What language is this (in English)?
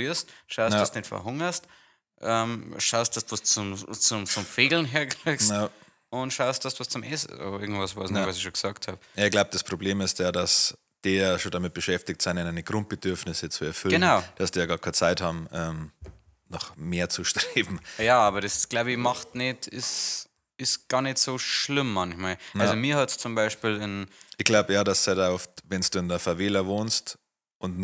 Bavarian